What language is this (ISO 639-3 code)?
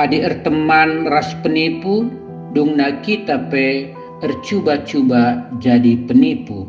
btx